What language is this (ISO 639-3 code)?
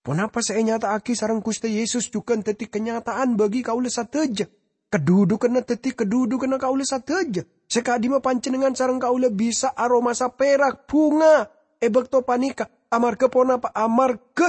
mad